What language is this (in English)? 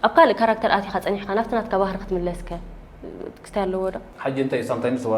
Tigrinya